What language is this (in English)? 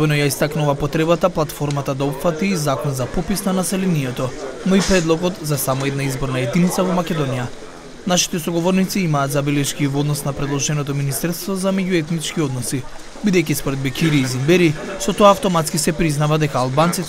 Macedonian